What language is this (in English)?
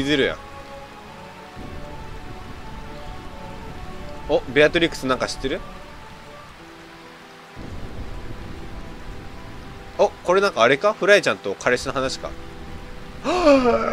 Japanese